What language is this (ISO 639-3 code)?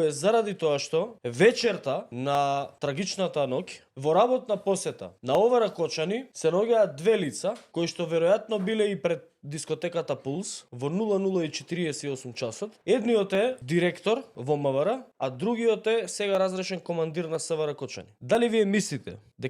mkd